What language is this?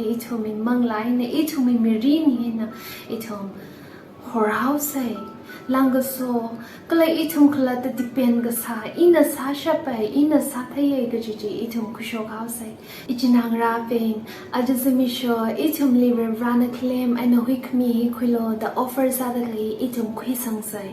Tangkhul Naga (India)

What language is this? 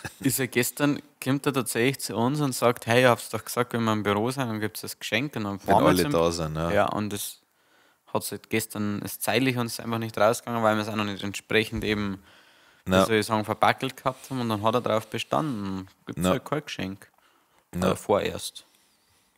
Bavarian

